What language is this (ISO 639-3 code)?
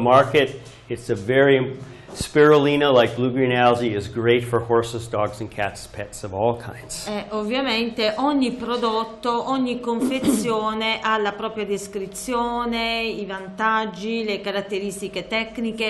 ita